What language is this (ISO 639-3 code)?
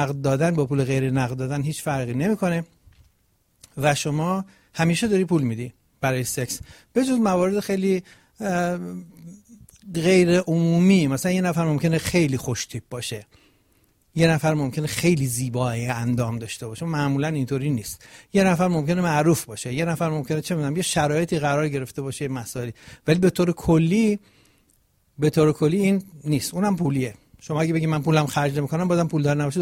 fas